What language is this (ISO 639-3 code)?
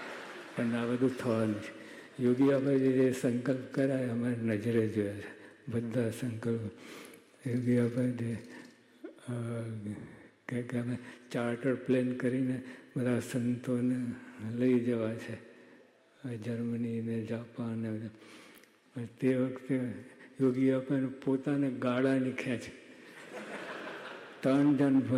guj